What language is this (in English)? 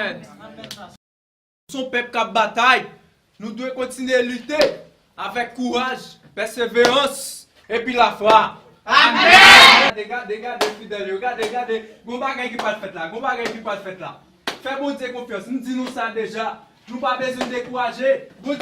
Haitian Creole